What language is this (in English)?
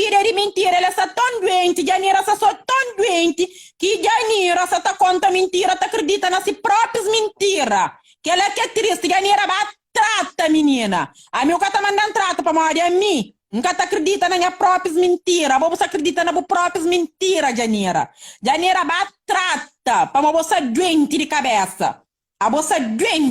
Kabuverdianu